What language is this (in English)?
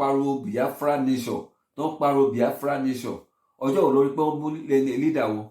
Yoruba